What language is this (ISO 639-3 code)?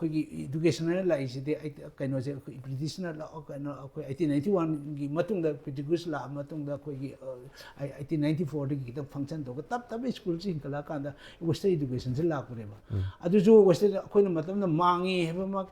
mni